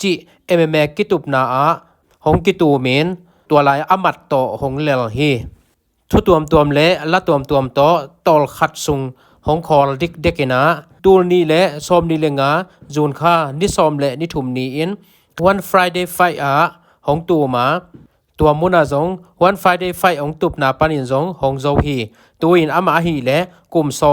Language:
Tedim Chin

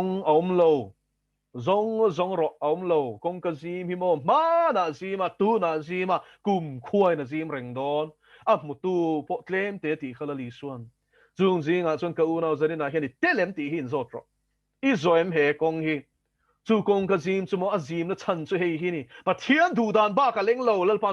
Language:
Mizo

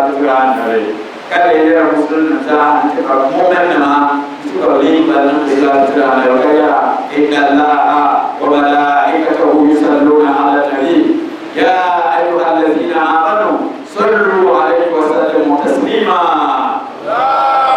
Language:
Dagbani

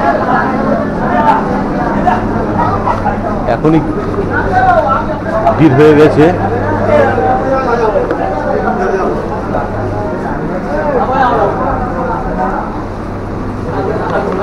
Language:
Bangla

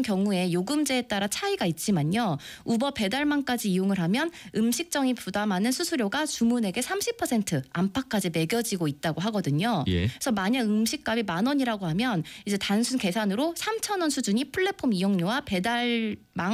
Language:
Korean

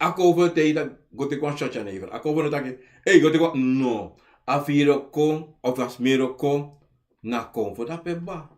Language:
Sranan Tongo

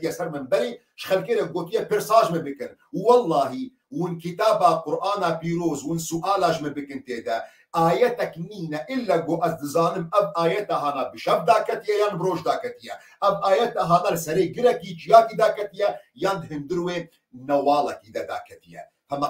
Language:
Kurdish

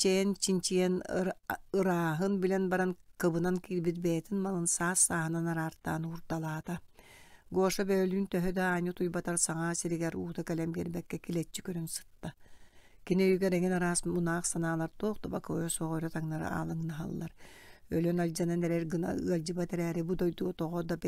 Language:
Yakut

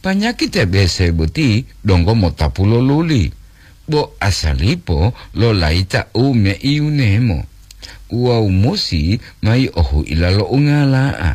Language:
Gorontalo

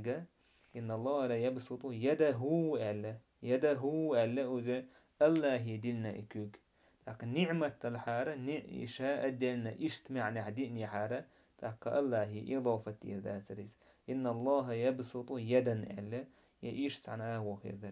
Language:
Chechen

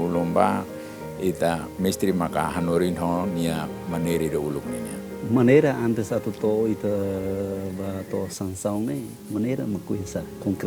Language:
Tetum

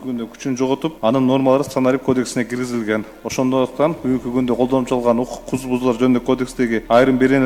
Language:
Kyrgyz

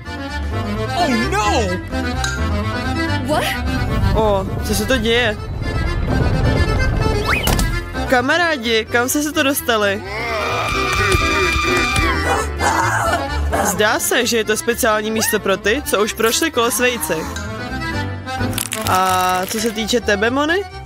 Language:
Czech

